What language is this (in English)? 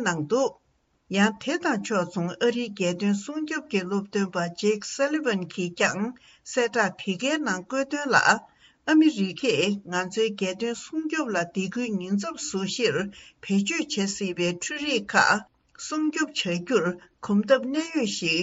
Tibetan